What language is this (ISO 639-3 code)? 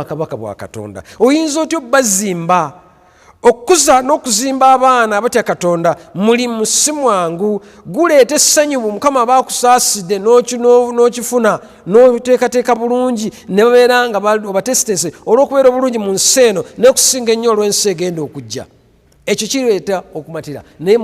lug